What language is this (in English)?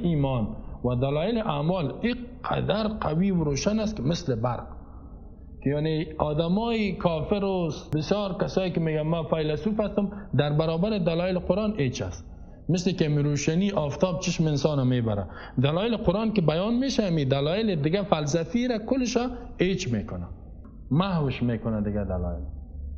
Persian